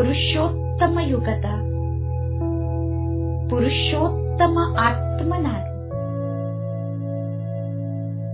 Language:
Kannada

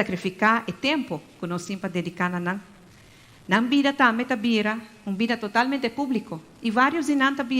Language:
Papiamento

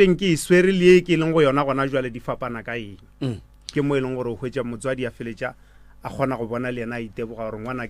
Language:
Northern Sotho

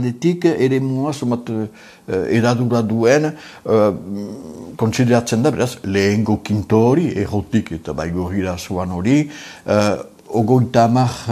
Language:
Basque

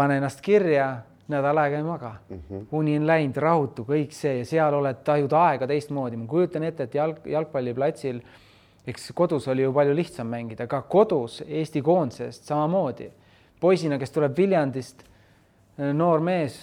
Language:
Estonian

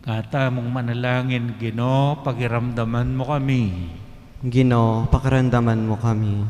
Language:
Pampanga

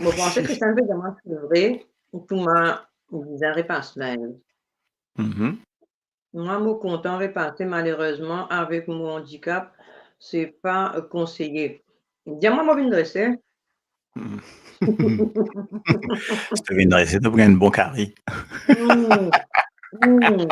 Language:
Morisyen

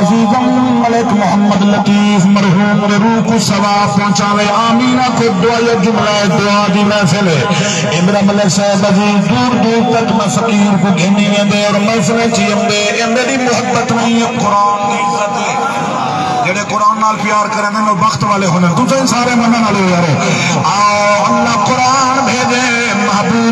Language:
Saraiki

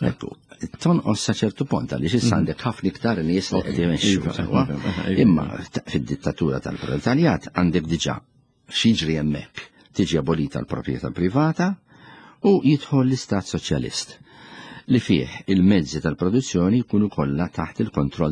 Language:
Maltese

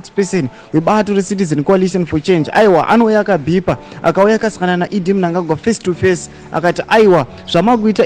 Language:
Shona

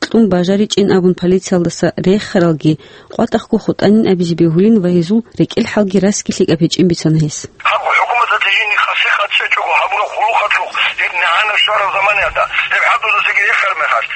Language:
Avaric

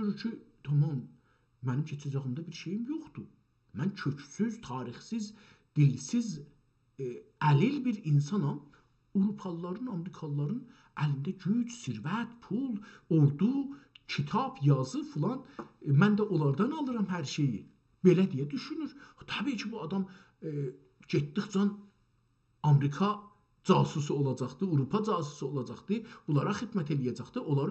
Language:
South Azerbaijani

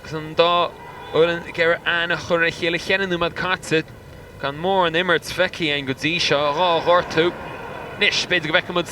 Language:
Irish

